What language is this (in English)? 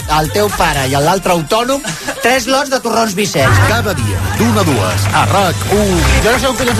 Catalan